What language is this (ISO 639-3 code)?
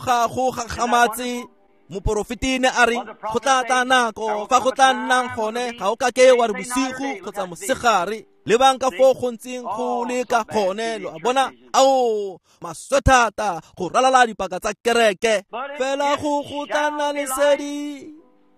tsn